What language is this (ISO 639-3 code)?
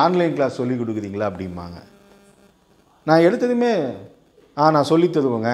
tam